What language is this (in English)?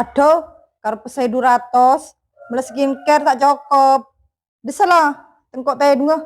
Madurese